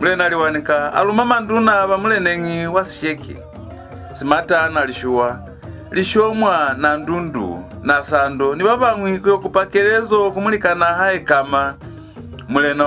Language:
Lozi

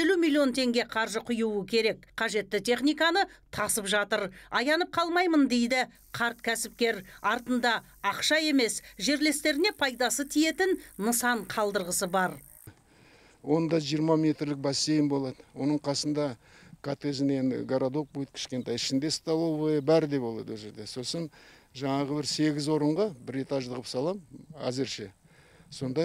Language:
Kazakh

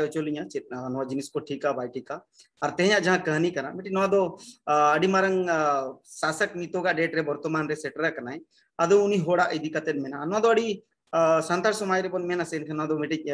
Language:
Santali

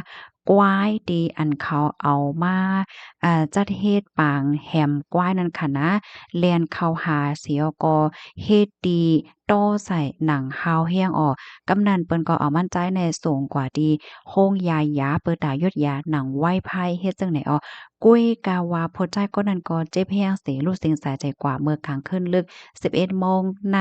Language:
Shan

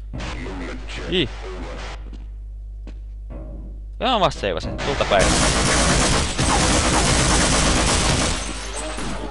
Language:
Finnish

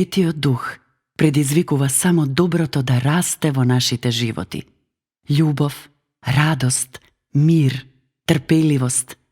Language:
Macedonian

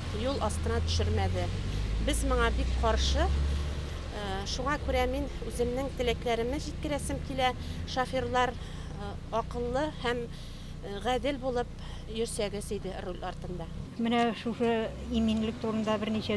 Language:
Tatar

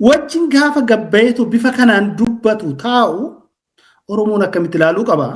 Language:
Oromo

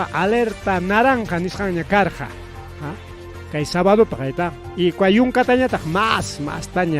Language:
Ayacucho Quechua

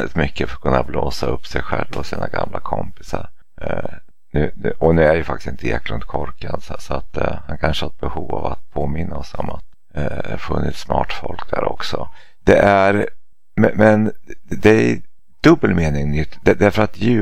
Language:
Swedish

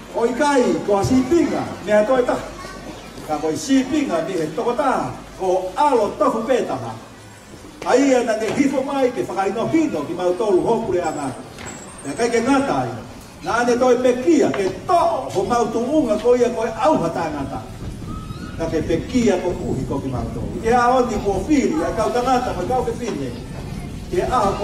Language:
Tongan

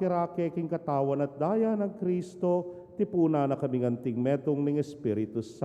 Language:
Pampanga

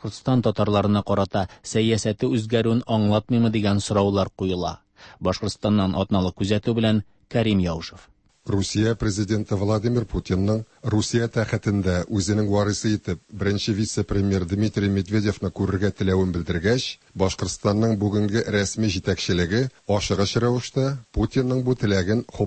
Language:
Tatar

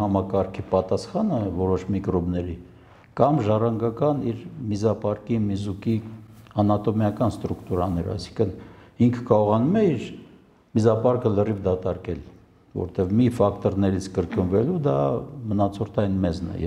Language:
Armenian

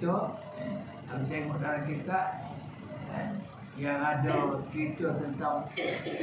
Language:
Malay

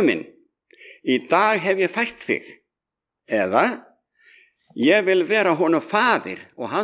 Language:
Icelandic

